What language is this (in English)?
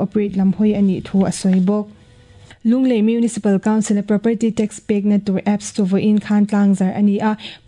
Mizo